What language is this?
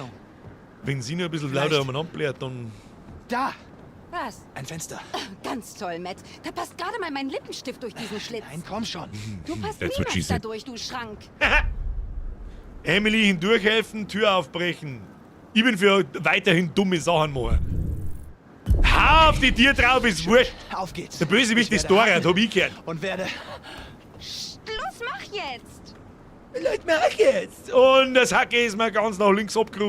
Bavarian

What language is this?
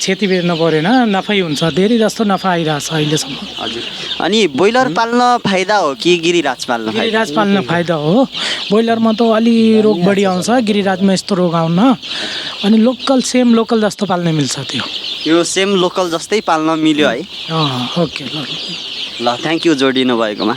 Nepali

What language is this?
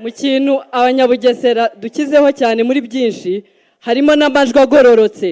Kinyarwanda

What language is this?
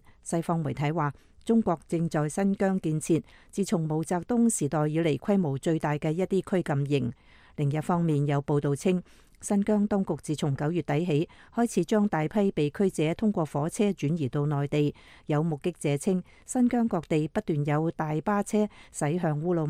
Cantonese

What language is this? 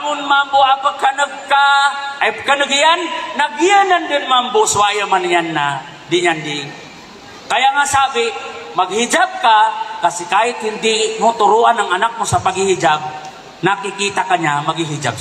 Maranao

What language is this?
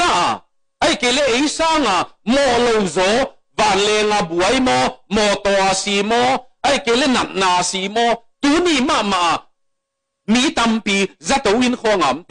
Tedim Chin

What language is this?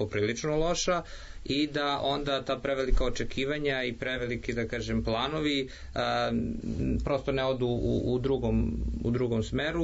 Serbian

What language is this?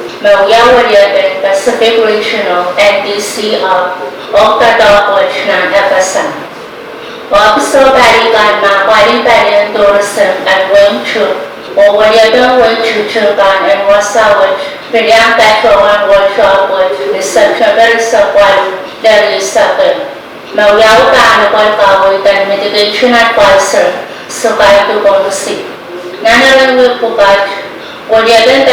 Pohnpeian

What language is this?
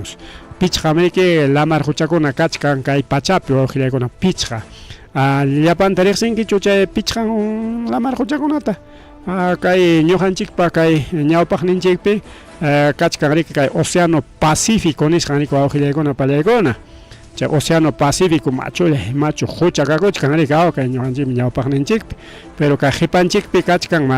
Ayacucho Quechua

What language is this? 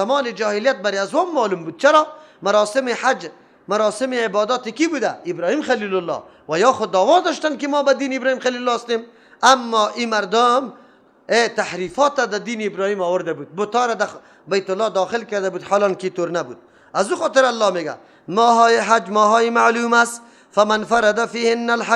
Persian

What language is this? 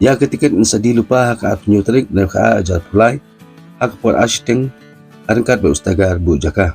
Khasi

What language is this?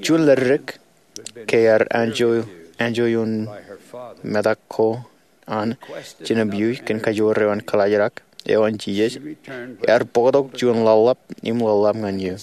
Marshallese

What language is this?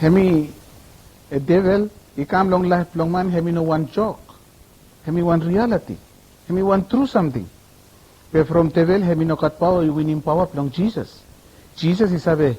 Bislama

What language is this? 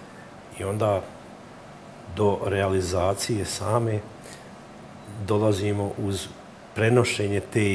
Bosnian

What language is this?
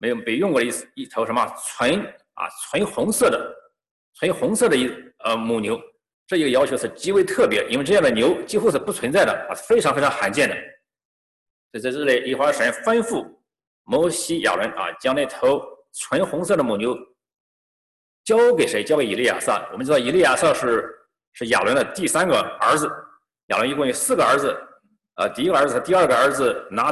Chinese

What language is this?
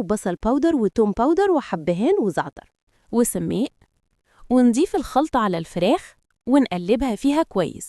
Egyptian Arabic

